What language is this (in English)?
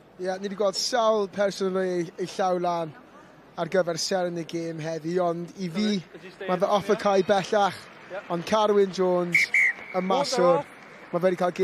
Welsh